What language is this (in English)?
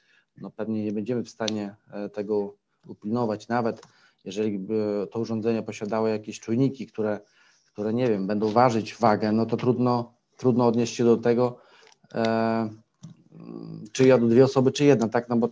Polish